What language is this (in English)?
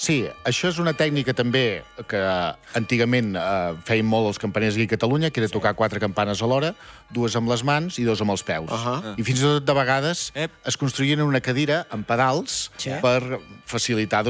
Catalan